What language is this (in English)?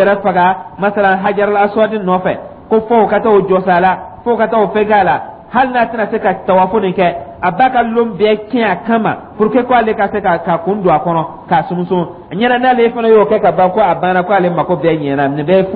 Dyula